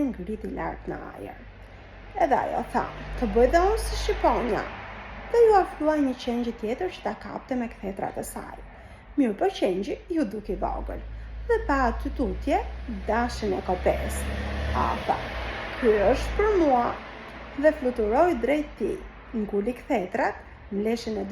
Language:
Albanian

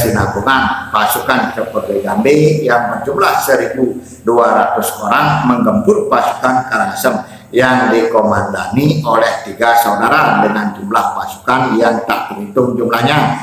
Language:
Indonesian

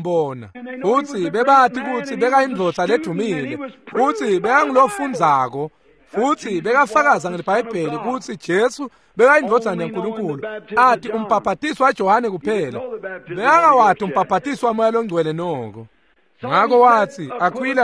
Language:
Swati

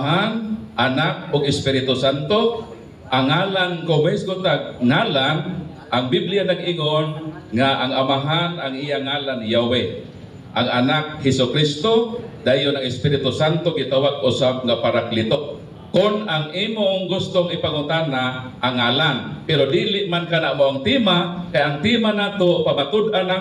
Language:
Cebuano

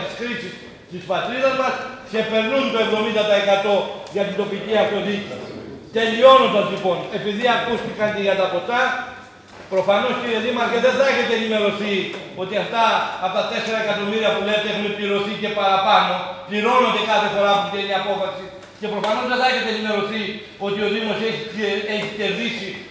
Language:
Greek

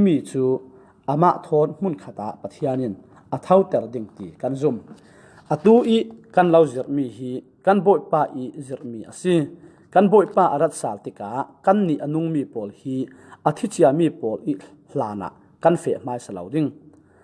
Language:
Falam Chin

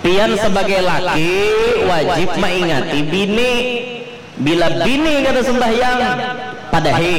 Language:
Banjar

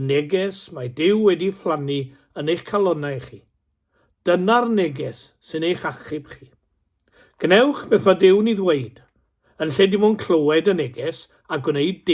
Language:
Welsh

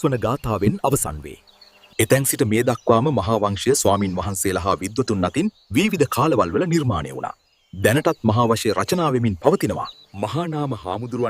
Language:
Sinhala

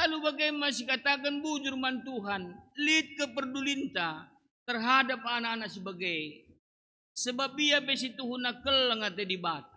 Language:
Batak Karo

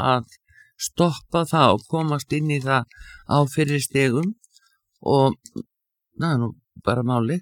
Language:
Icelandic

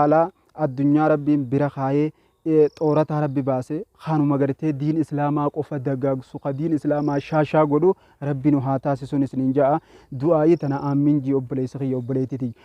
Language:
Oromo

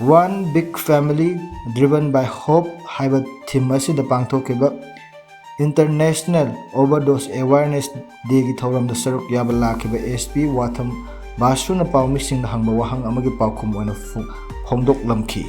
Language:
Manipuri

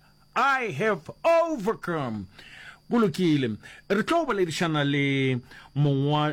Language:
Northern Sotho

